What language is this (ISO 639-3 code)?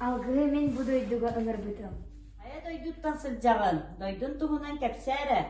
sah